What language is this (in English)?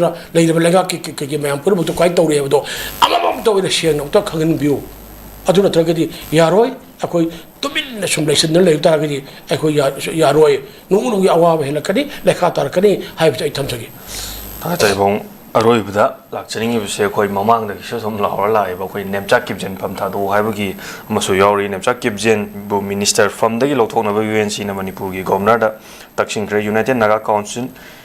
Manipuri